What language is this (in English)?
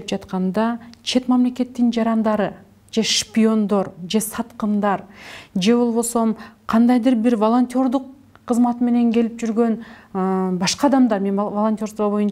Kyrgyz